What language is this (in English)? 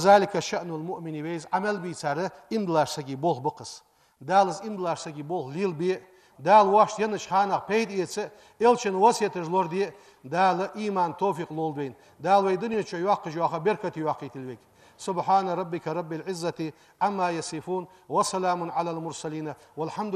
Ingush